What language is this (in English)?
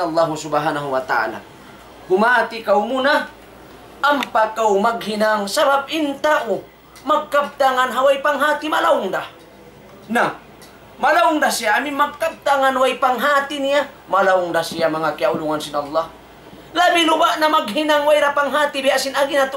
Tausug